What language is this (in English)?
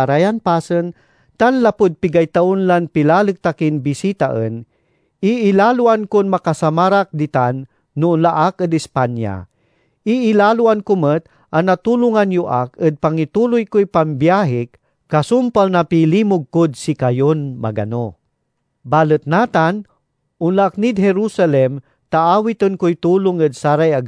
Pangasinan